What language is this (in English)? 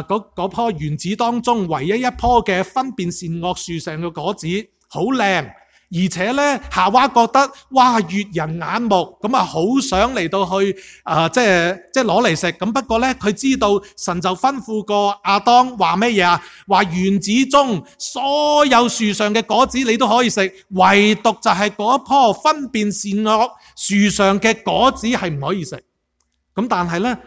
Cantonese